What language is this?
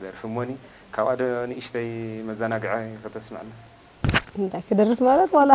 Tigrinya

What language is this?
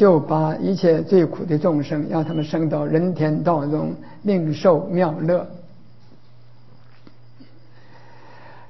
Chinese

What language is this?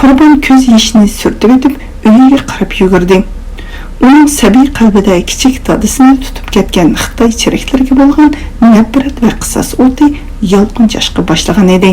Uyghur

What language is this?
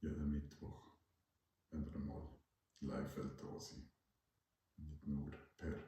Swiss German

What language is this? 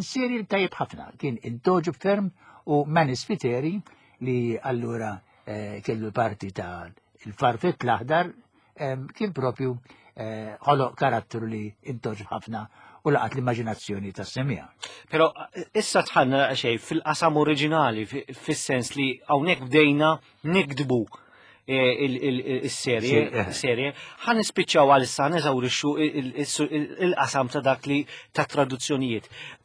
Maltese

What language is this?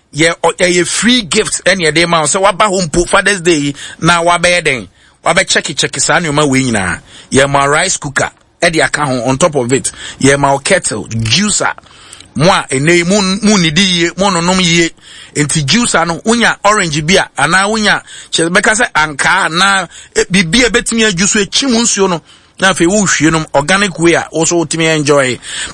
Akan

